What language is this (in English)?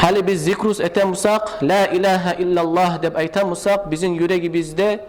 Kumyk